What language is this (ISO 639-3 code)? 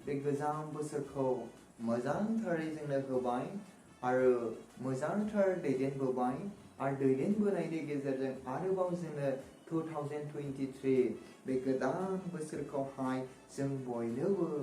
brx